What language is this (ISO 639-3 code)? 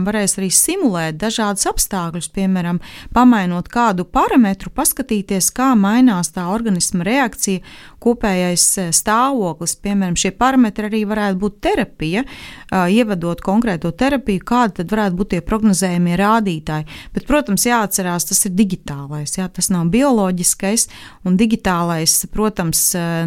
lav